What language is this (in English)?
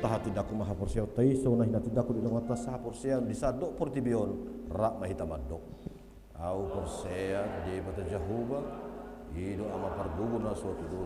Batak Toba